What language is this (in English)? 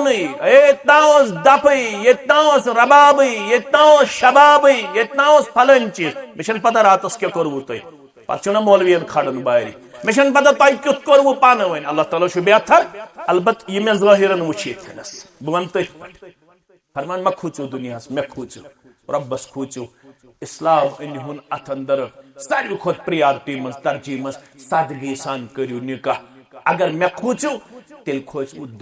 Kashmiri